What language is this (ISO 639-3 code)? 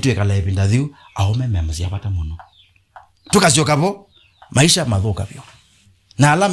kam